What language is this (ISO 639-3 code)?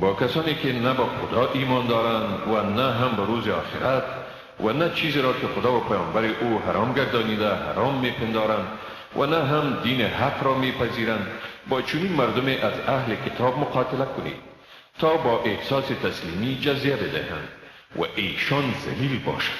fas